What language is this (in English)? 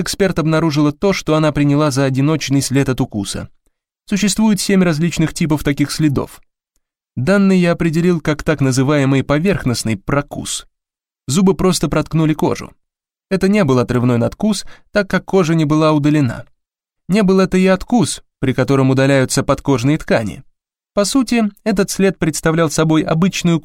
Russian